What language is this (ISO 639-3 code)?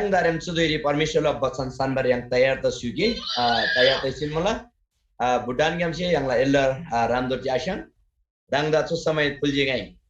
taj